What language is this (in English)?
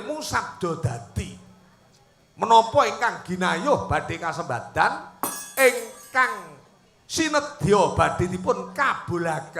Javanese